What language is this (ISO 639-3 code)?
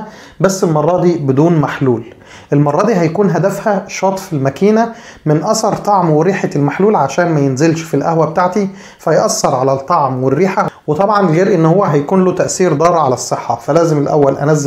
arz